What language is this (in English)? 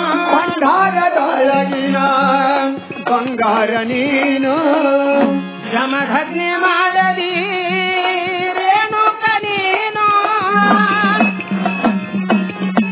Kannada